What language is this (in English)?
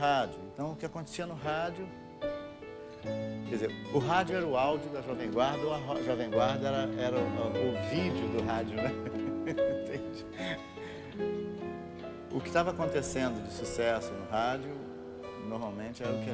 Portuguese